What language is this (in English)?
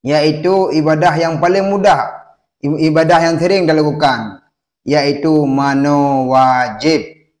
Achinese